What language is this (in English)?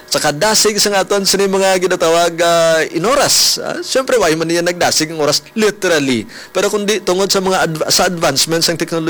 Hiligaynon